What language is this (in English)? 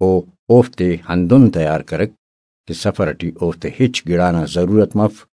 Brahui